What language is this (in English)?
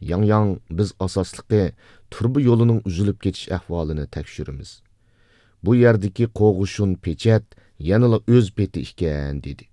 Uyghur